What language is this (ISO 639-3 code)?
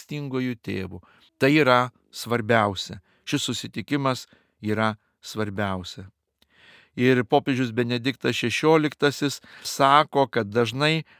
lit